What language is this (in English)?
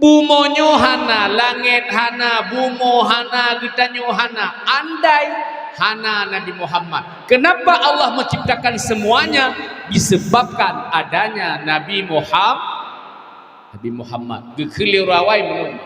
Achinese